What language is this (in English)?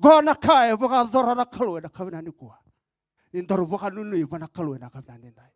Fijian